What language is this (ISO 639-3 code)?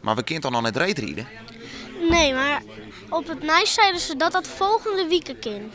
fry